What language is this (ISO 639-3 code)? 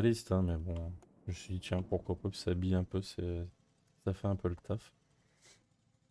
fra